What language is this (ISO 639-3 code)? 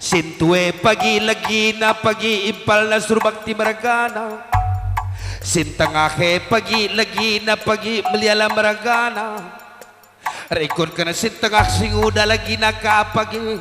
btx